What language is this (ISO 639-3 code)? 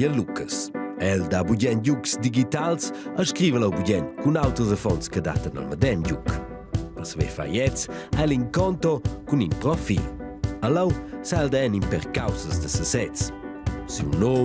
roh